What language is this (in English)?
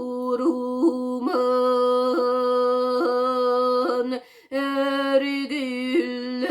Yakut